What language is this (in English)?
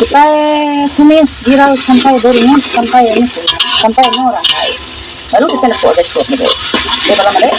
Iban